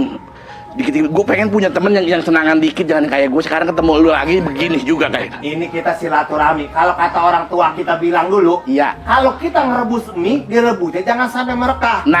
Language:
Betawi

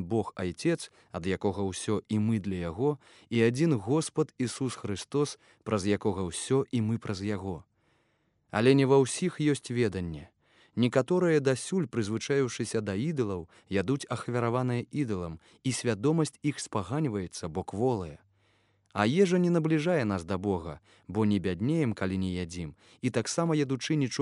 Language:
Belarusian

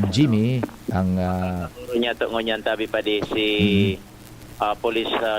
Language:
Bikol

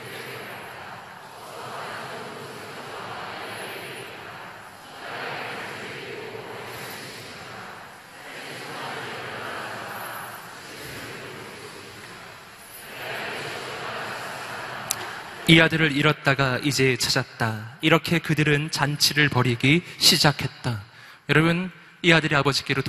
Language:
Korean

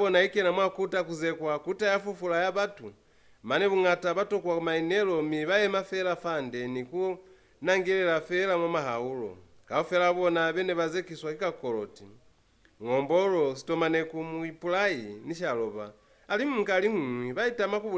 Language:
Lozi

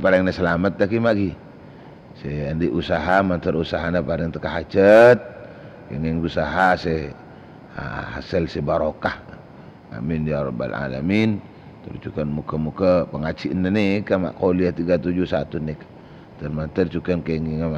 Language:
Madurese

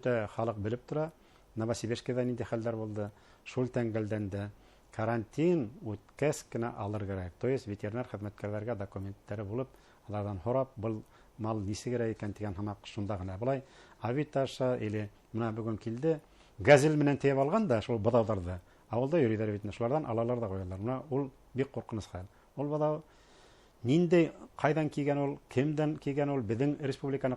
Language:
Bashkir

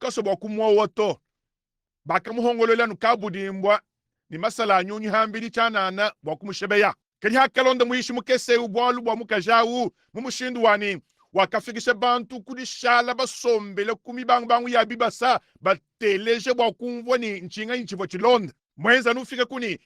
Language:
Luba-Lulua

